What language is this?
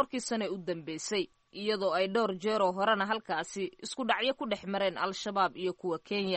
Somali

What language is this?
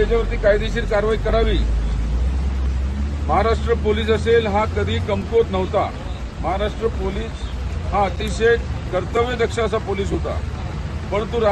Marathi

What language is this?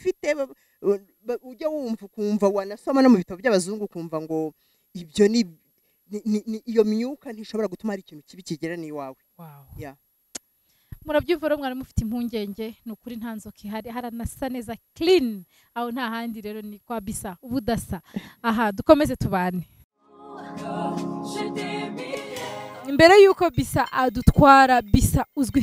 Kinyarwanda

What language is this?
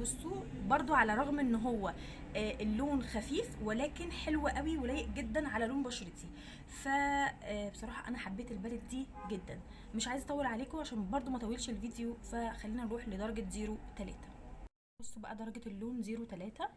Egyptian Arabic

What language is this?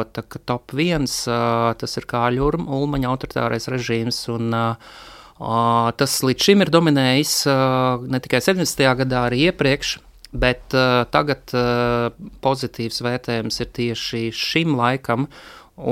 Latvian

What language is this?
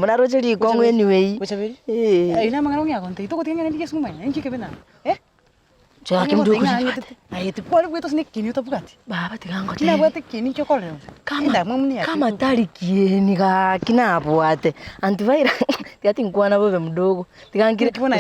Gusii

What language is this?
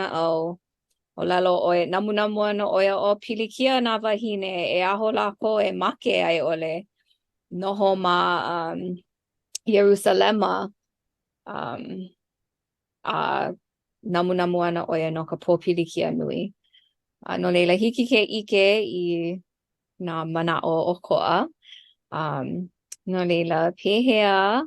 Hawaiian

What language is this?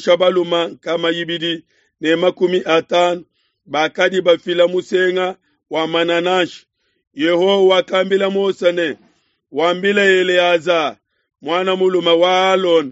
Luba-Lulua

